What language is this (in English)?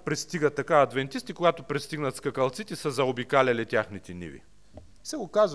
Bulgarian